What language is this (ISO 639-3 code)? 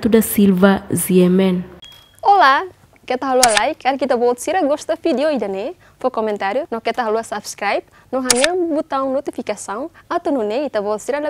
tet